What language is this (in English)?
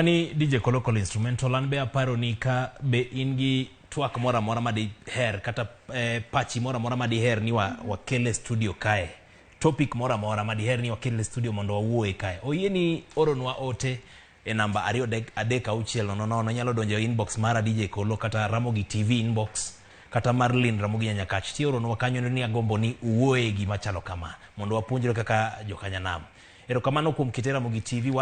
Luo (Kenya and Tanzania)